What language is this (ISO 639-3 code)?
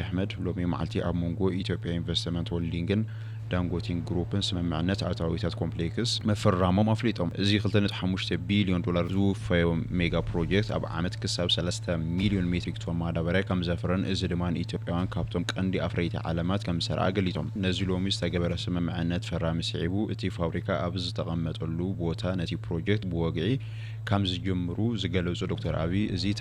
tir